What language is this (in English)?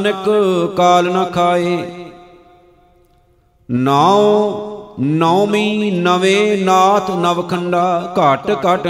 Punjabi